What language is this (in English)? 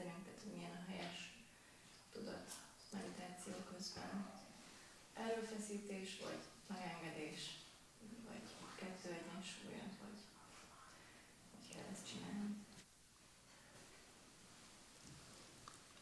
Hungarian